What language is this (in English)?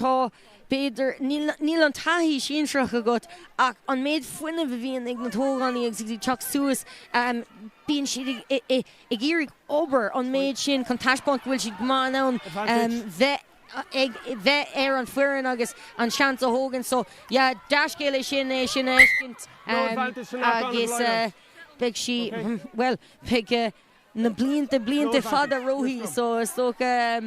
Irish